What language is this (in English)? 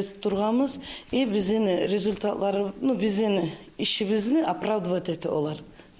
Kumyk